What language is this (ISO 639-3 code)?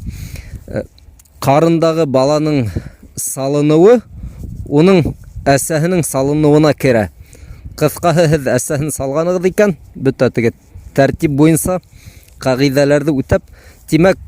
bak